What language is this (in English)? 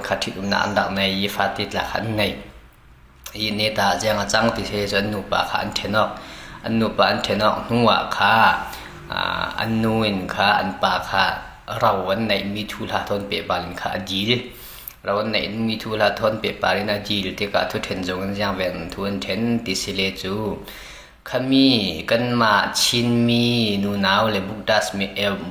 Falam Chin